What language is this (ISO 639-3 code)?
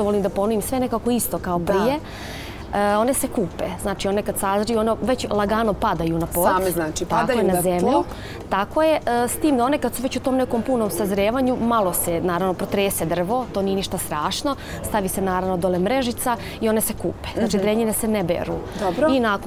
bos